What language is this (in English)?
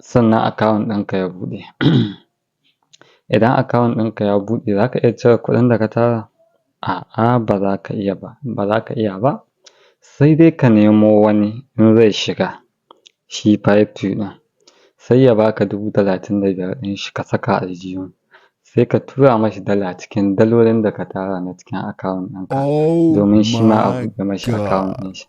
Hausa